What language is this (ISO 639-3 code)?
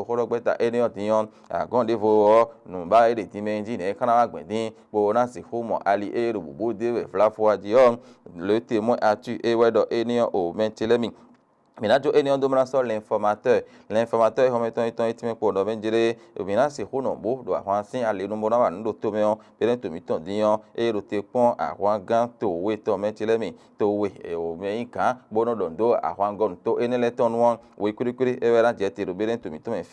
fon